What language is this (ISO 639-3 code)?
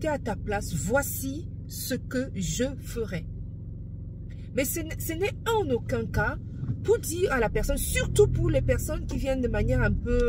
fra